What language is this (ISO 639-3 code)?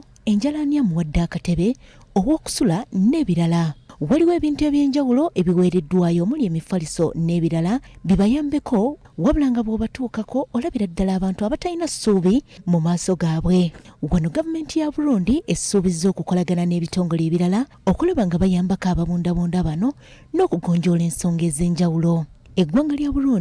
lug